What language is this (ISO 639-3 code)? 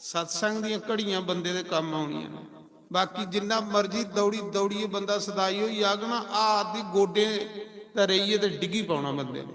doi